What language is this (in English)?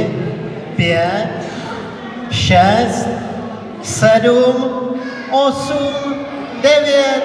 Czech